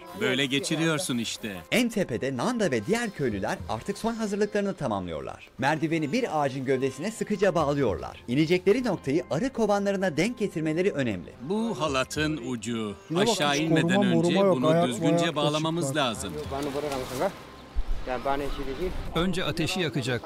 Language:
Turkish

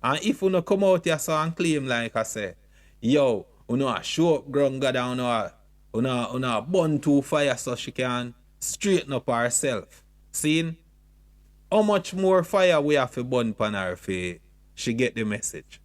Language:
Jamaican Creole English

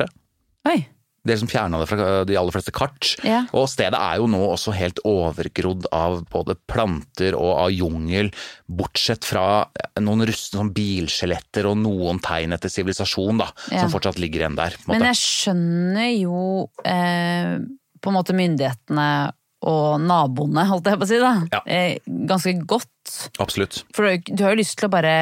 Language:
Norwegian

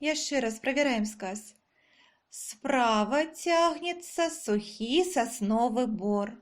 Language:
Belarusian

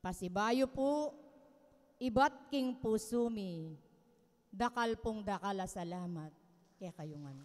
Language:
Pampanga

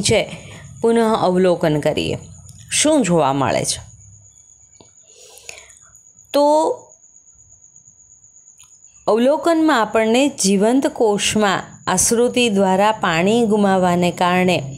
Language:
Gujarati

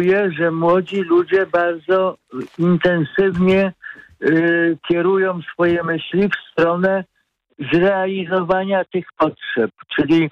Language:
Polish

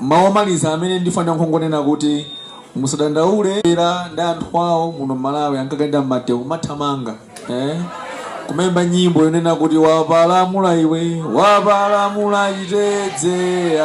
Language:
Nyanja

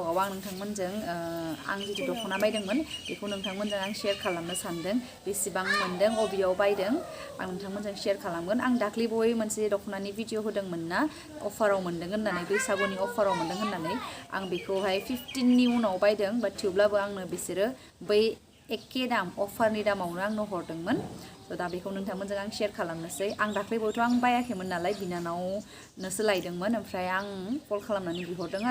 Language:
Bodo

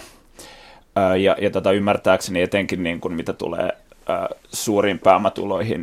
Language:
Finnish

